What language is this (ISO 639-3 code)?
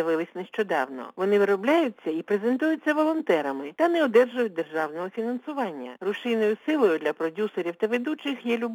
ukr